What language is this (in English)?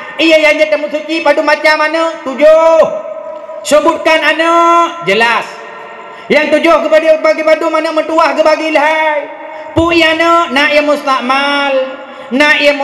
Achinese